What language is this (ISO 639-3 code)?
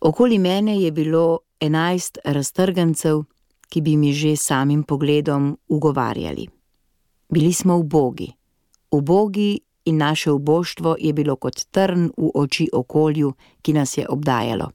slv